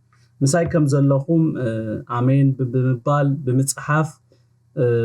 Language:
Tigrinya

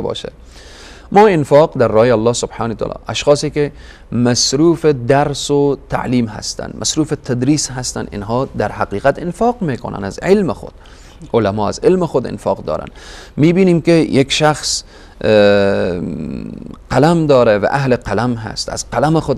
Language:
Persian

